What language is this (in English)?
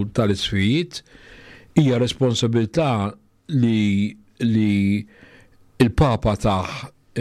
Maltese